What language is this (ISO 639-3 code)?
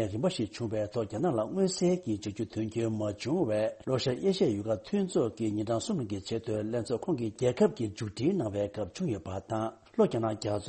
bod